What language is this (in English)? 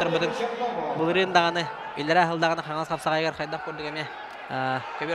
Yakut